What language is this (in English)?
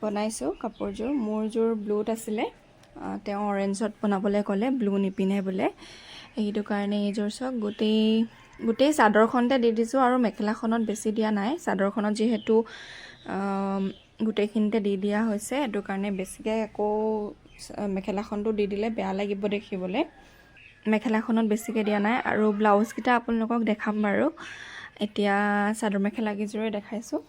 Assamese